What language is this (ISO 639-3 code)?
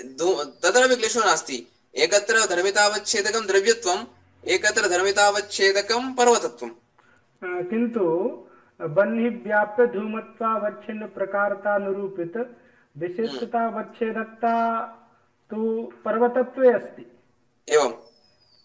san